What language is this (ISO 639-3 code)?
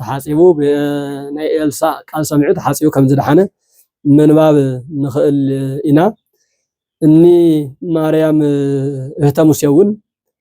tir